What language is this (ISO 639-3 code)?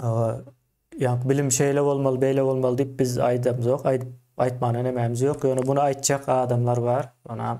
tuk